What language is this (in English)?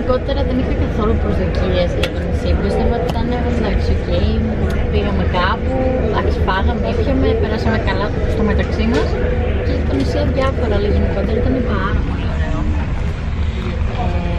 Greek